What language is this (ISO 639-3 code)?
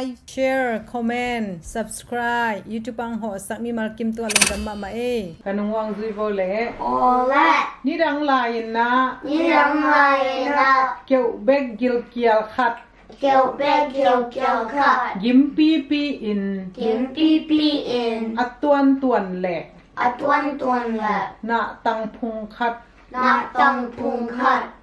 ctd